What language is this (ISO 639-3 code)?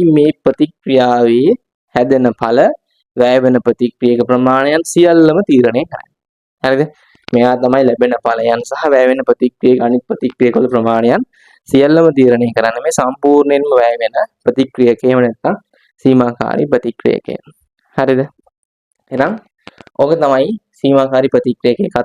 sin